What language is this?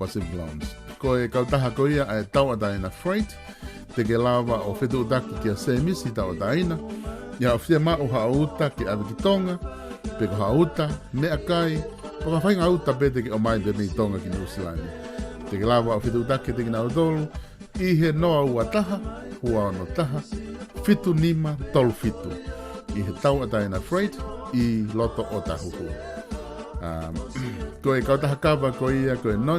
Tongan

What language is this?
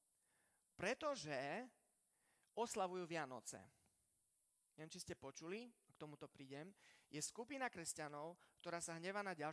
Slovak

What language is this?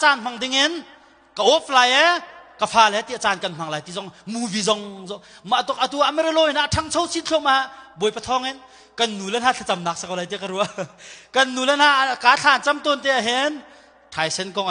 Hakha Chin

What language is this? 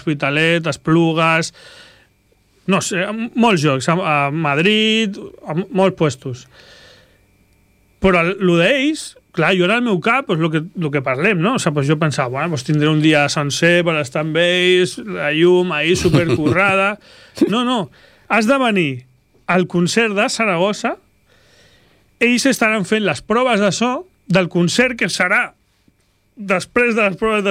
Catalan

